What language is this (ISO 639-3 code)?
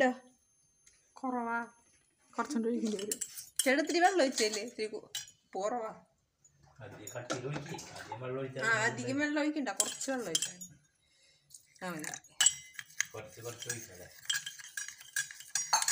mal